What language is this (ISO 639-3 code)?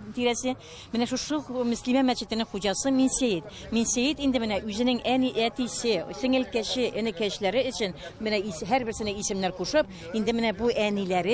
tat